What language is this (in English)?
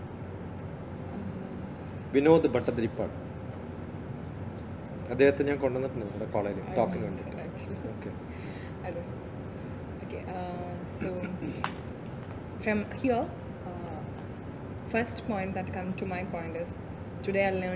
Malayalam